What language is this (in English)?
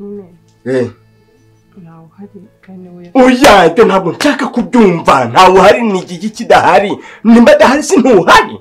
Kinyarwanda